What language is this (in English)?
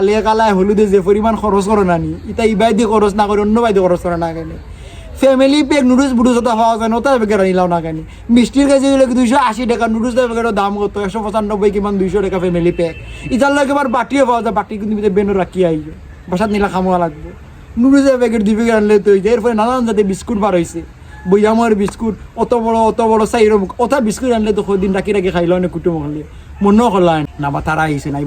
Sylheti